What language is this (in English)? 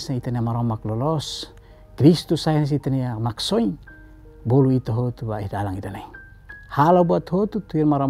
Tetum